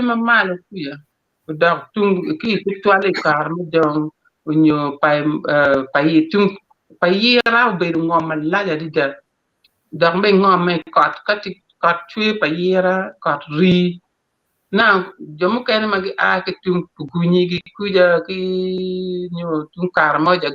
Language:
Acoli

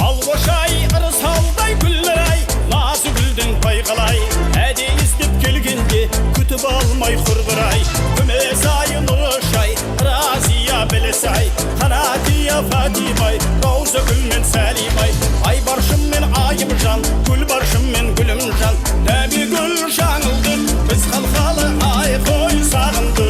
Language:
Kara-Kalpak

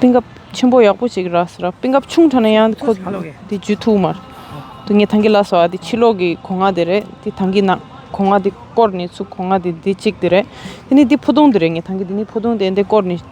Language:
Tibetan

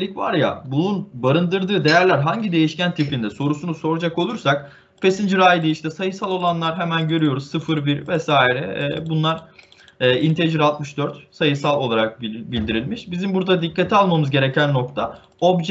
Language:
Turkish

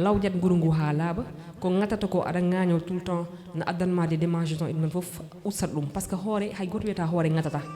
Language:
Fula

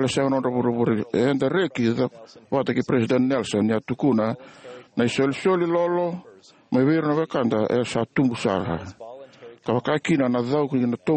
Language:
Fijian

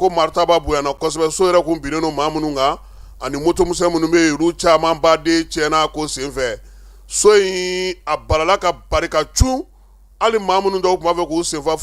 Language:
Bambara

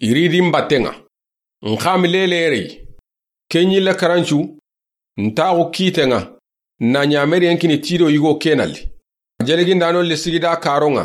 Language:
Soninke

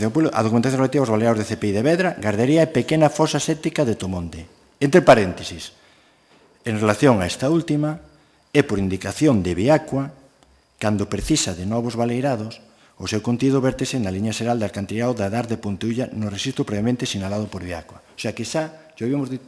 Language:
Galician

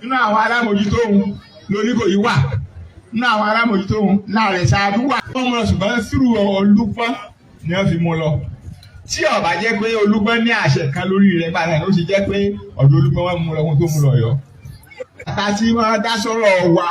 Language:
Yoruba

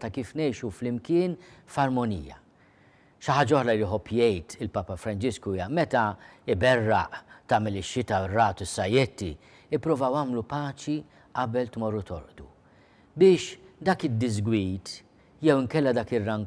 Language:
Maltese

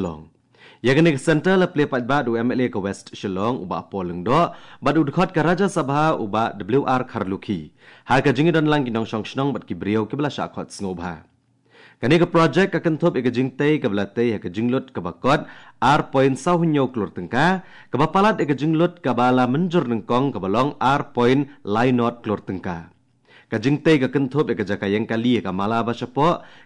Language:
Khasi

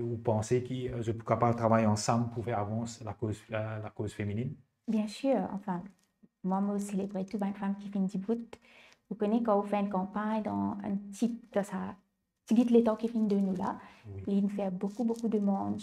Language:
Morisyen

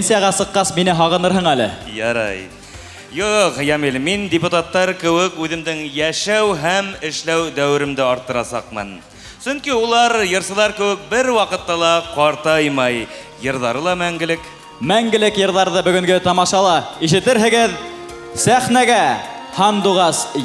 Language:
Bashkir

